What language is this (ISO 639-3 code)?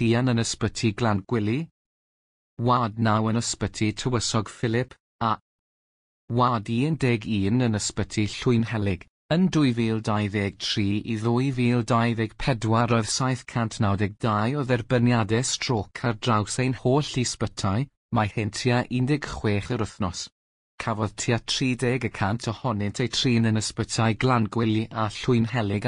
cym